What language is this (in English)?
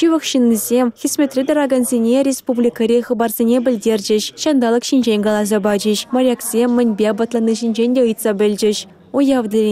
Chuvash